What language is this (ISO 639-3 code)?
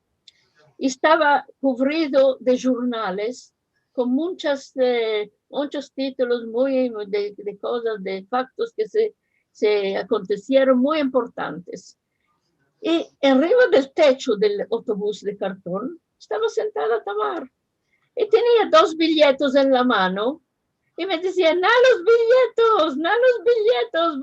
lad